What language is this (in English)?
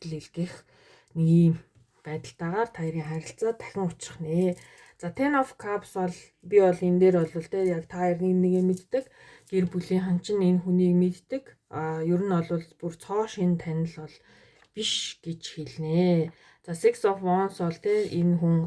Mongolian